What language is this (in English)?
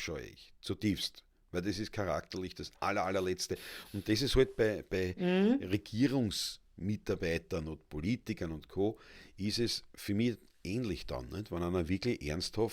Bavarian